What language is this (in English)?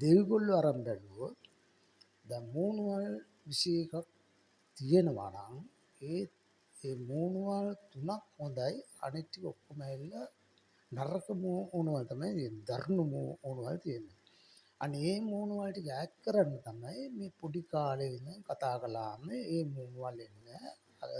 Sinhala